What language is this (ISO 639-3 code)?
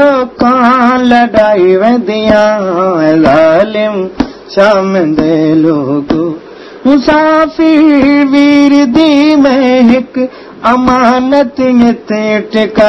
skr